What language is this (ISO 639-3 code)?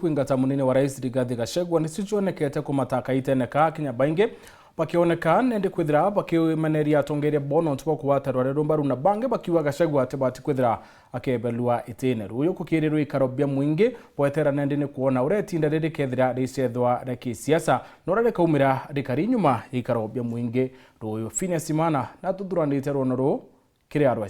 mer